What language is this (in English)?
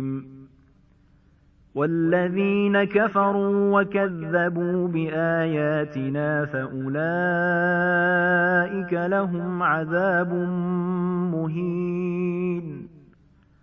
Arabic